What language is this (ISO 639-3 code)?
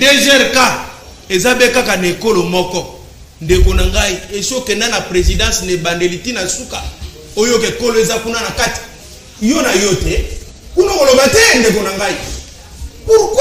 lin